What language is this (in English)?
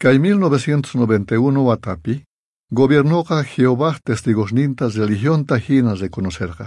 South Bolivian Quechua